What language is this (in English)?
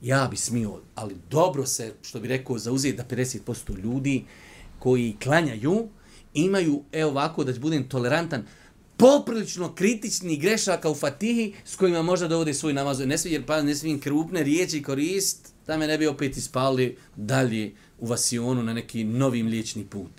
Bosnian